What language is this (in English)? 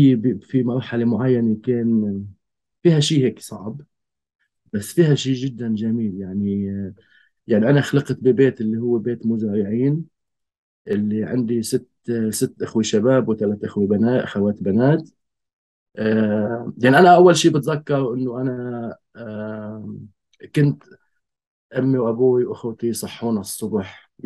North Levantine Arabic